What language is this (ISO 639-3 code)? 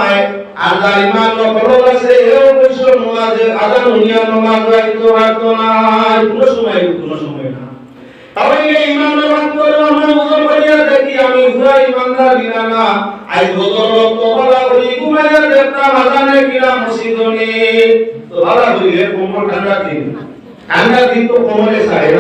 syl